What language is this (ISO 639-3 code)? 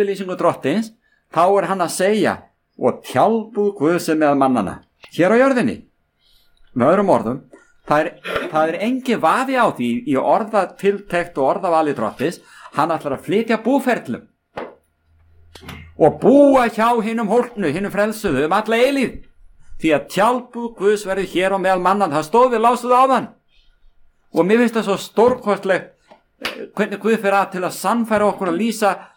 isl